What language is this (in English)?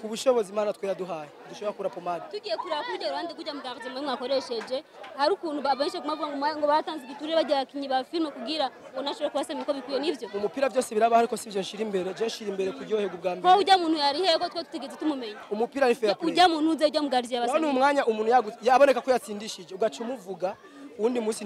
Rundi